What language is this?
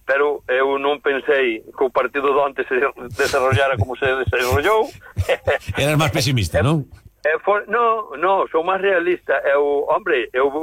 Galician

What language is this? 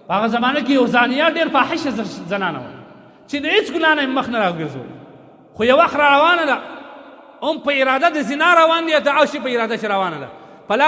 Pashto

